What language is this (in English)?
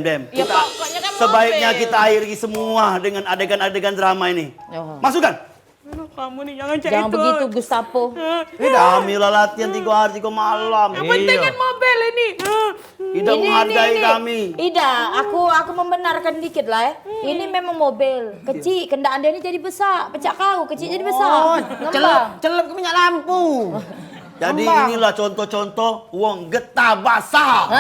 Musi